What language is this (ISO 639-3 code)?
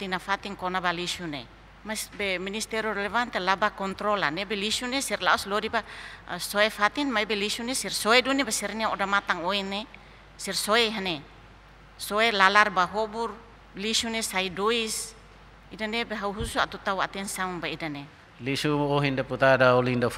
tet